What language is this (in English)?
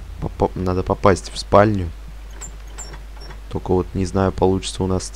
Russian